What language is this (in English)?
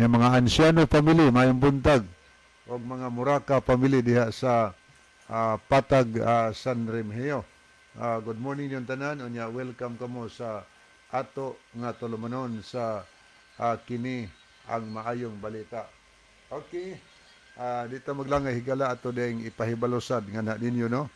Cebuano